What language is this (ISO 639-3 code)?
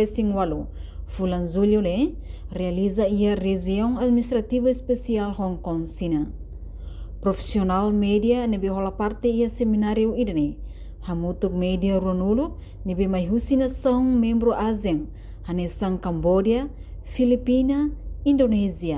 tet